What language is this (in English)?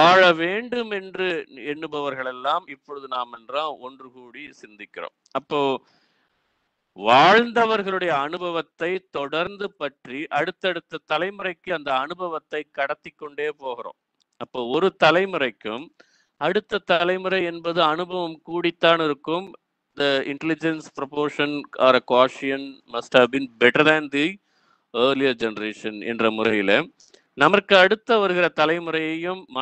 Tamil